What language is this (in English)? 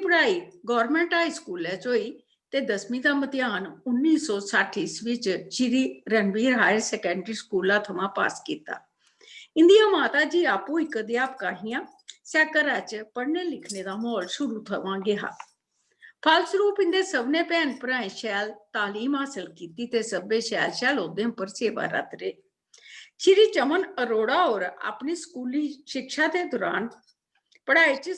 Dogri